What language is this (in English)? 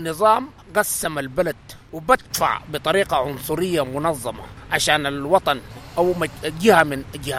Sudanese Arabic